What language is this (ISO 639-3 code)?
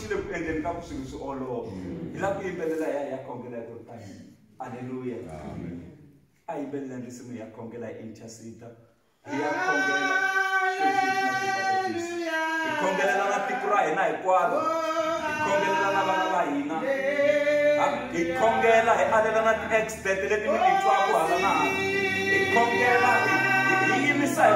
tso